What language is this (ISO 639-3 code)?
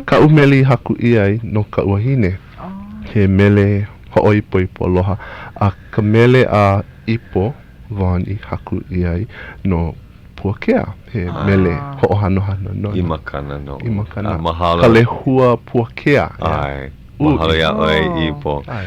haw